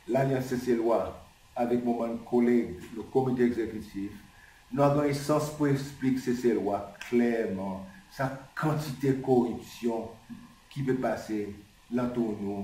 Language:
Seselwa Creole French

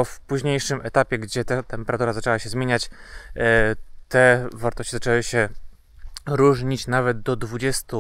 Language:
Polish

